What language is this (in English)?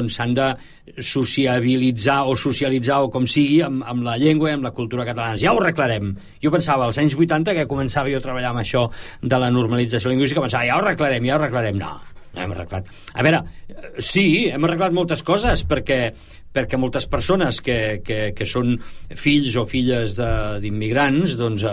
Catalan